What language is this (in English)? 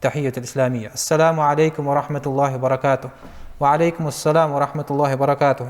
Ingush